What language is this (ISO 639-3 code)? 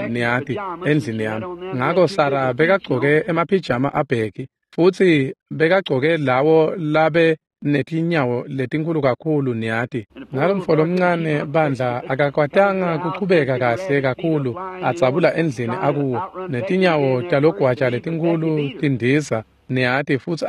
ssw